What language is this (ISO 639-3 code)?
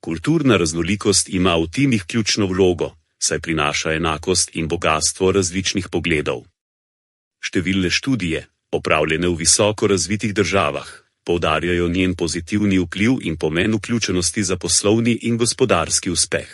slv